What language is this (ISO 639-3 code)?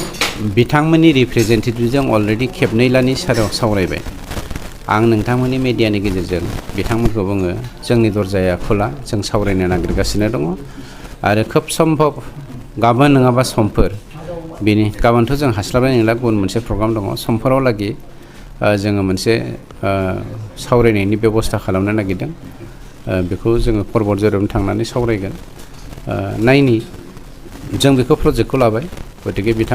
brx